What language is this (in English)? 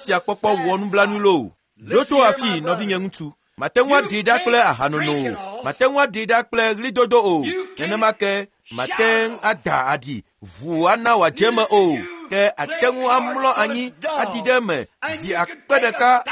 Ewe